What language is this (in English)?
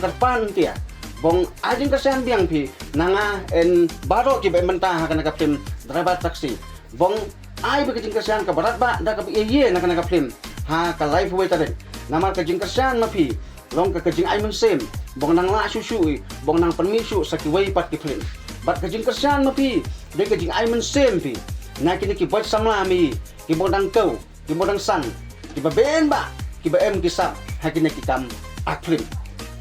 Khasi